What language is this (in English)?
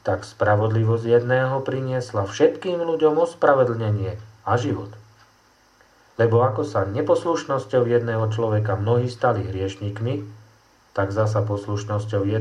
Slovak